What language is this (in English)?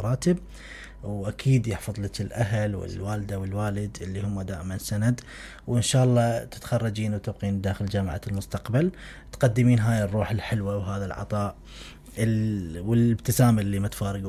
Mesopotamian Arabic